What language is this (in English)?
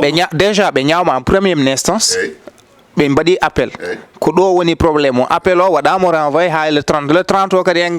Fula